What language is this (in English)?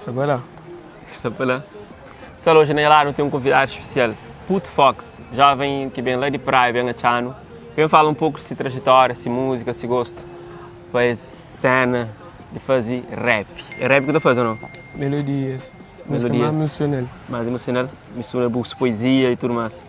Kabuverdianu